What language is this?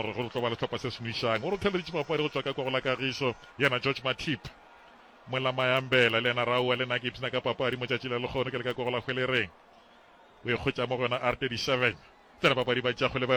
Northern Sotho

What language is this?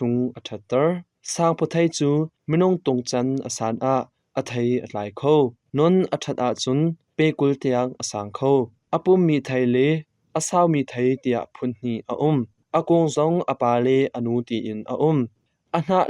Hakha Chin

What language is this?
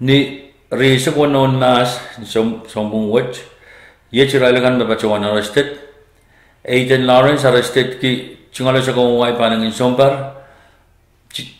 Pohnpeian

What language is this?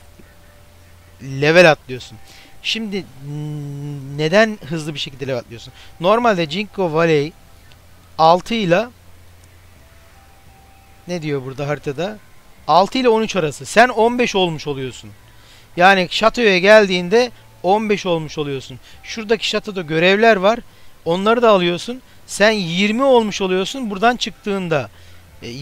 Turkish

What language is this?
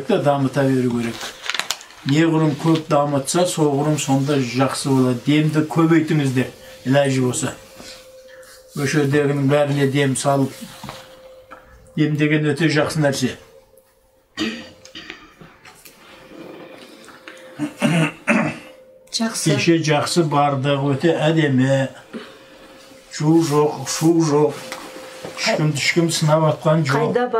Kazakh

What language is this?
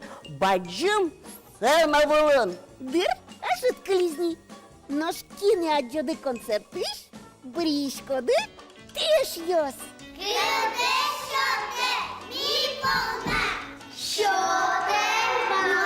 Udmurt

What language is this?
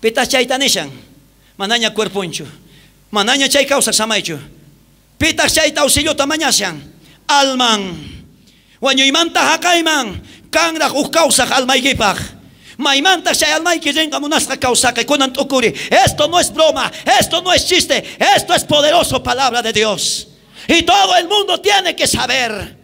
South Bolivian Quechua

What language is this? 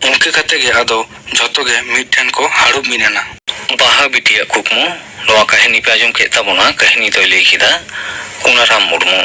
Santali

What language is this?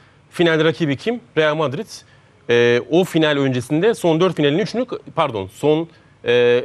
Turkish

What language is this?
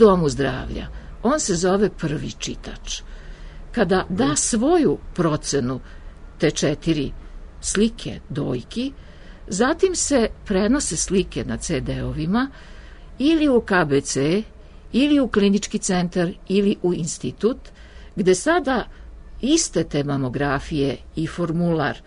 Serbian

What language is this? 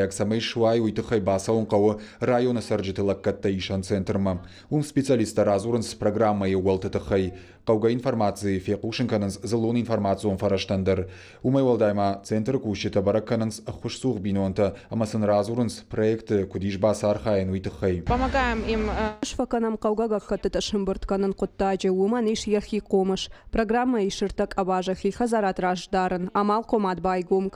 Ossetic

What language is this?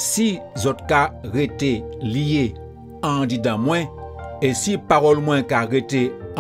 Guadeloupean Creole French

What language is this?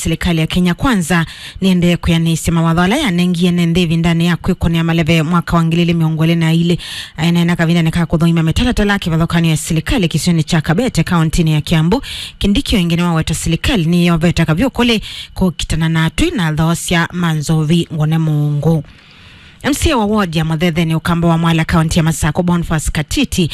Kamba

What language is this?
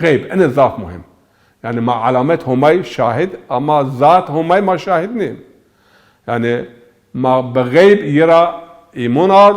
Zaza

